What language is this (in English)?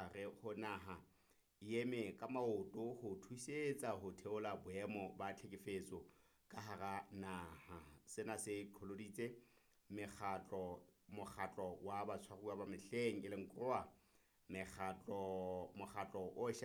Southern Sotho